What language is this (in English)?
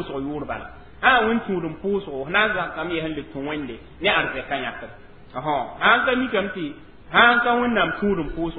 Mossi